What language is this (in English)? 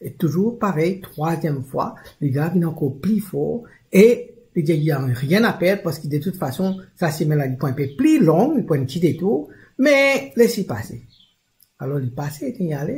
Morisyen